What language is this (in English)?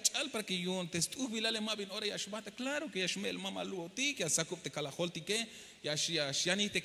Tzeltal